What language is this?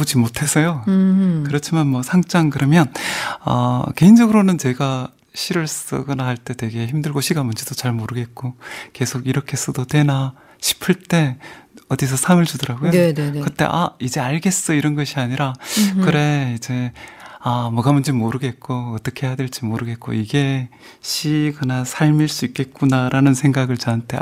Korean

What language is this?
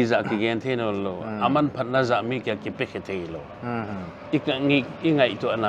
Paite Chin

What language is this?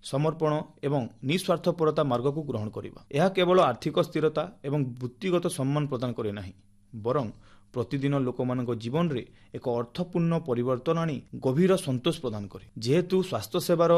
Odia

